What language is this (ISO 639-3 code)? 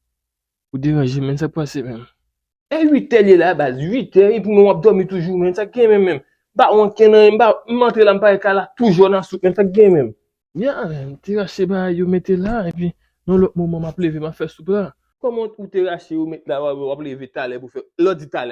hat